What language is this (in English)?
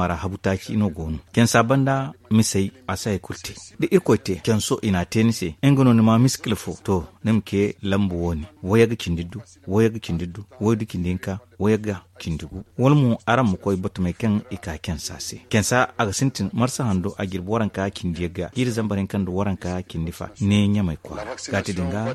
Zarma